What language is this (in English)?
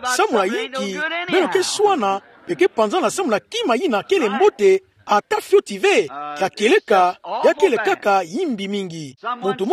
Kituba (Democratic Republic of Congo)